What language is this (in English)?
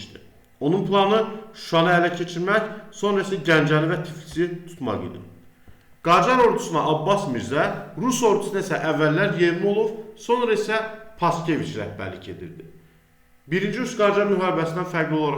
Azerbaijani